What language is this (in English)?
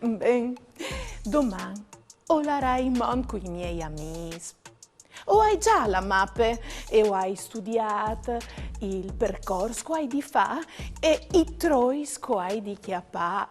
Friulian